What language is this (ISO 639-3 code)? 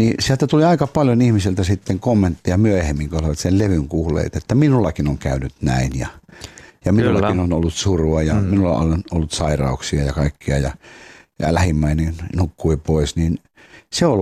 fin